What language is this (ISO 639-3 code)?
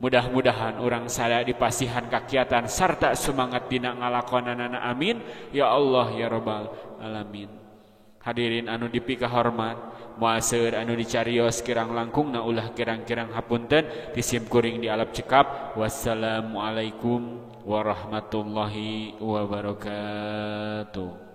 sun